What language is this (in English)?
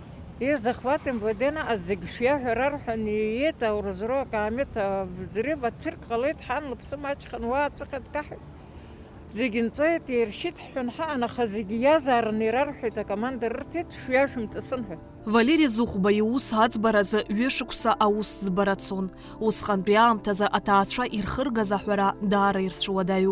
Abkhazian